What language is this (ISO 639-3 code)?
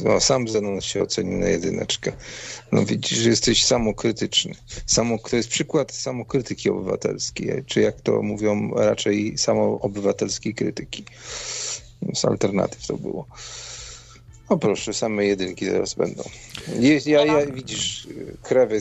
pol